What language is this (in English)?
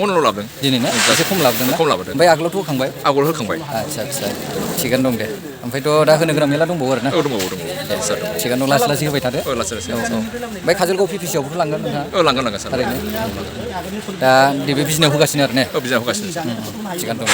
Bodo